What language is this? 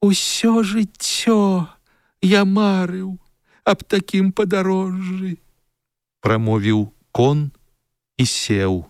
Belarusian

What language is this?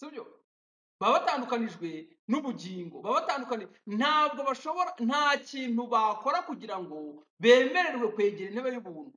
Kinyarwanda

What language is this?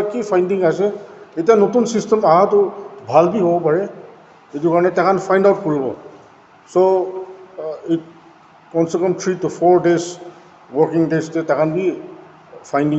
Naga Pidgin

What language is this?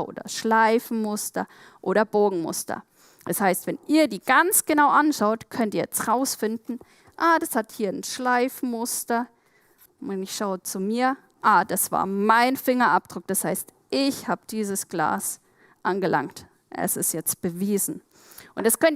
Swiss German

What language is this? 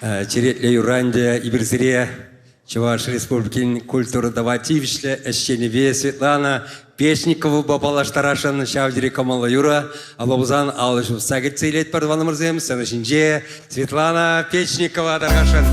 Chuvash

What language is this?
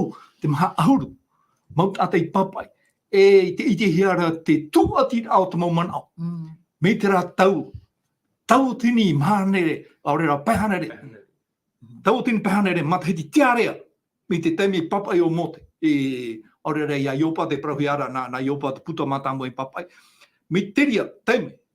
Tahitian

